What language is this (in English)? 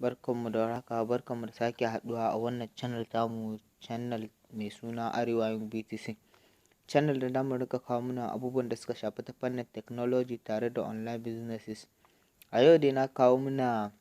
Hausa